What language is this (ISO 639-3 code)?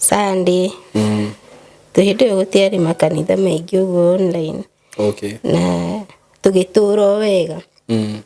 kik